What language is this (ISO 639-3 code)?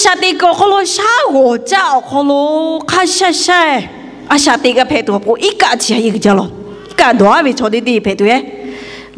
lhu